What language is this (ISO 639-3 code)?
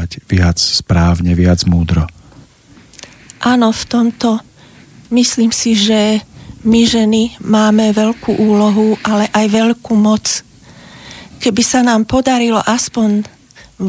slk